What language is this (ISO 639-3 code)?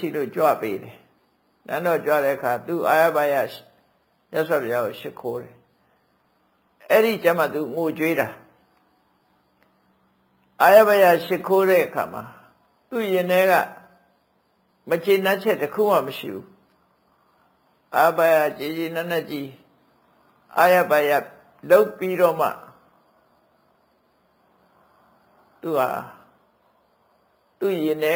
mya